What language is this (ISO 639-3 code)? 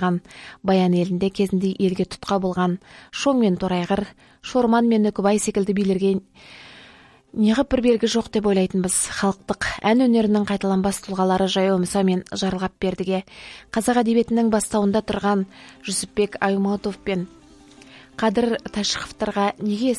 kaz